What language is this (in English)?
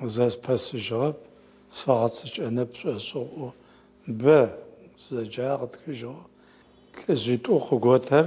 Adyghe